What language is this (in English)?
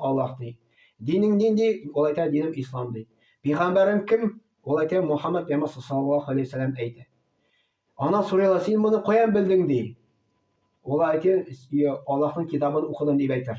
Tatar